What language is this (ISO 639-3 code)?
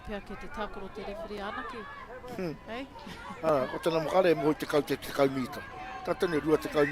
mri